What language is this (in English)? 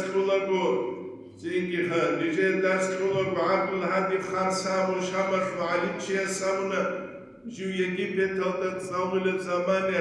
Avaric